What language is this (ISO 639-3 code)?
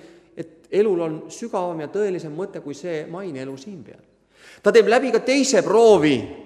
est